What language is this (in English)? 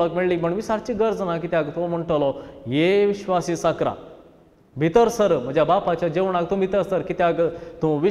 Konkani